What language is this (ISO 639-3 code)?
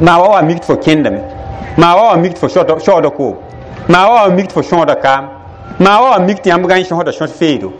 mos